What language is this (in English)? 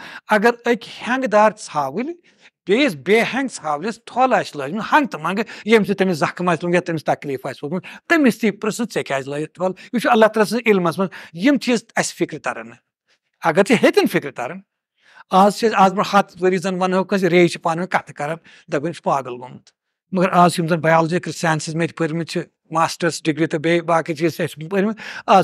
Kashmiri